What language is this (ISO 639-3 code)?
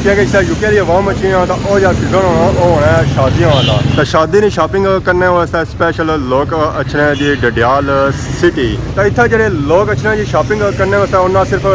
phr